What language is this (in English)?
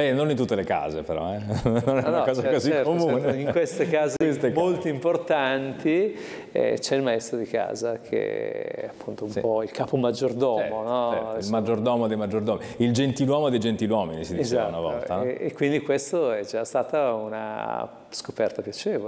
Italian